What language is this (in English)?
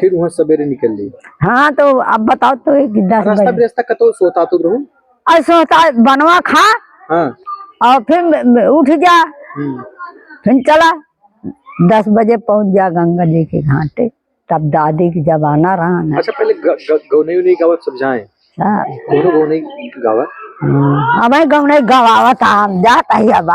Awadhi